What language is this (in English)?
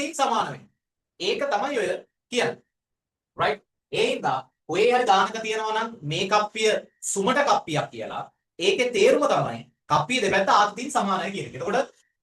Sinhala